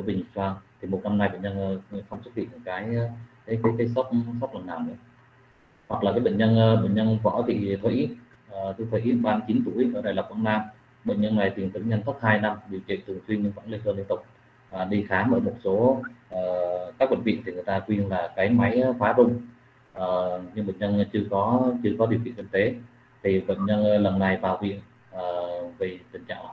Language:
Vietnamese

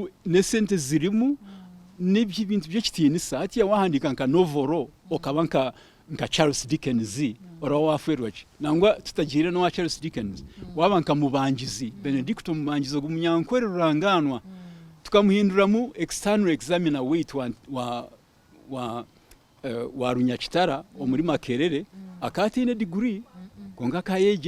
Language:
Nyankole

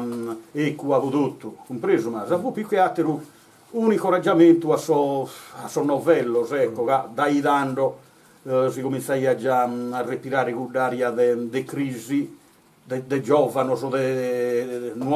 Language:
Sardinian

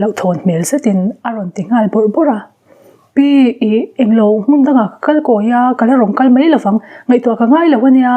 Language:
Mizo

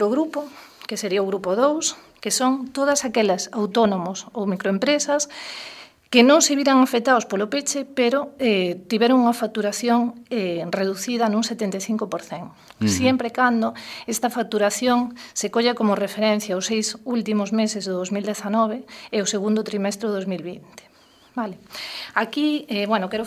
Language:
Galician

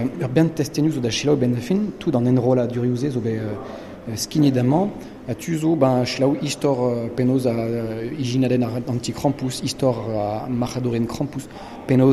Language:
Breton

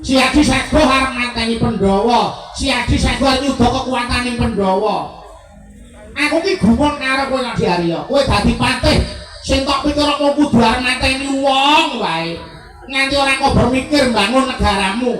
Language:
Javanese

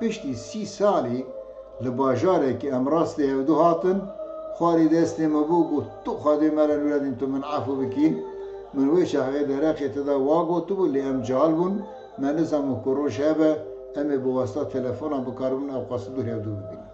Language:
Kurdish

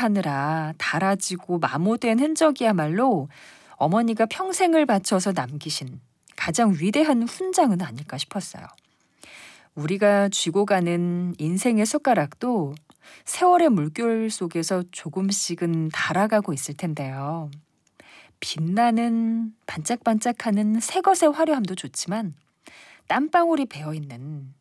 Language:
Korean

